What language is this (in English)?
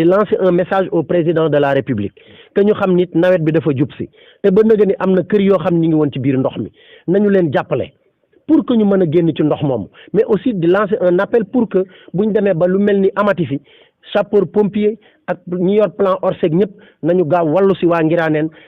Wolof